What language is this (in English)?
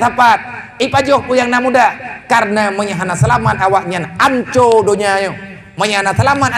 Achinese